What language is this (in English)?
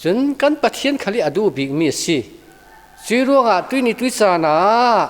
Falam Chin